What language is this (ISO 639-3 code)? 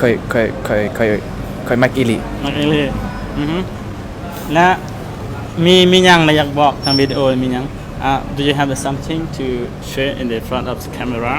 lao